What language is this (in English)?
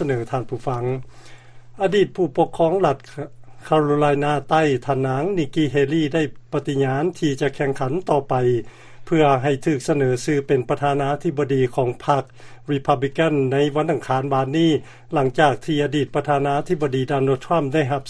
Lao